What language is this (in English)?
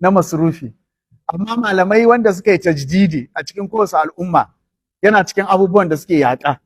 Hausa